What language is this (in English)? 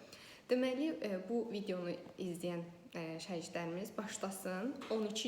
Azerbaijani